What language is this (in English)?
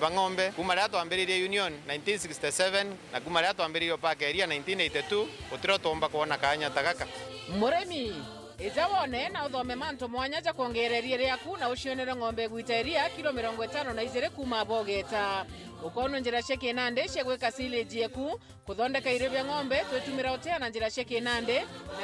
Meru